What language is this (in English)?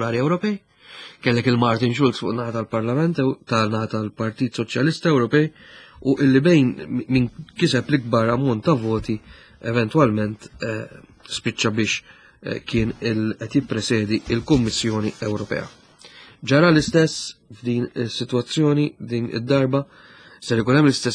Maltese